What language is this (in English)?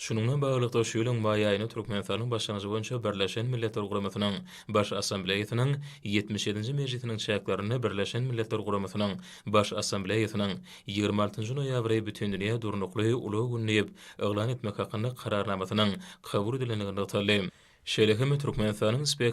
Turkmen